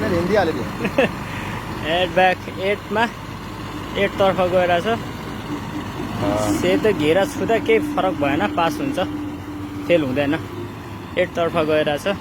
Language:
Nepali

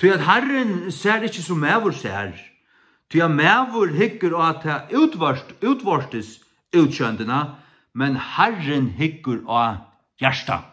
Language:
Faroese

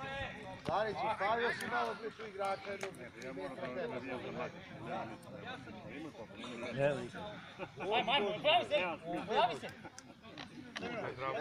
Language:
Serbian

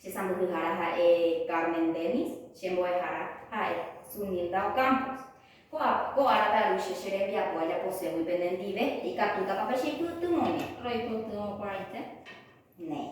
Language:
Guarani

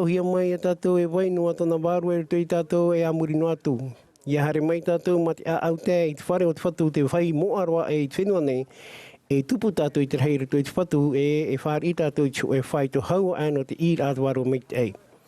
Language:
Tahitian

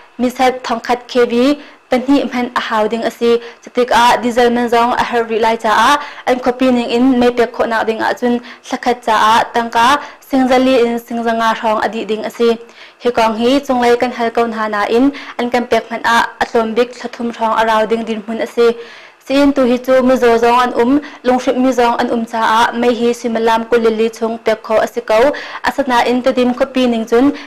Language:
Hakha Chin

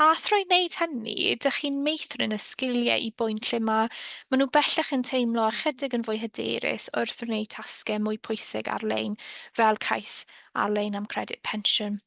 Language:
Welsh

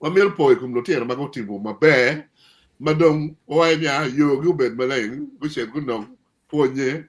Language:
Acoli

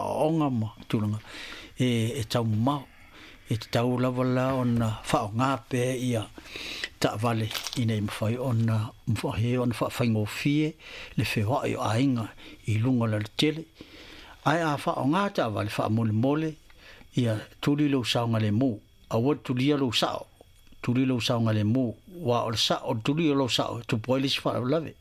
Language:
Samoan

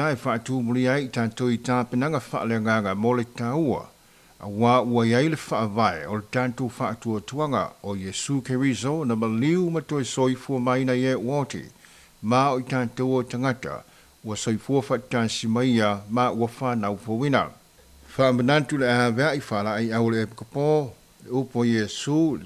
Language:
Samoan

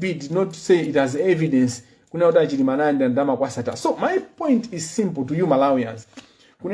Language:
Nyanja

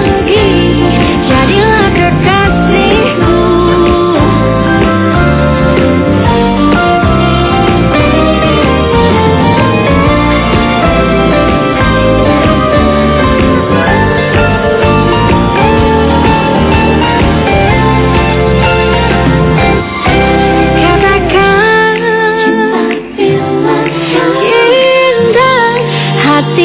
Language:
Indonesian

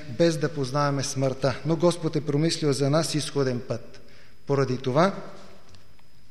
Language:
Bulgarian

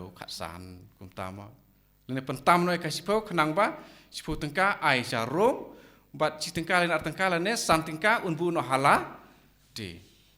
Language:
Khasi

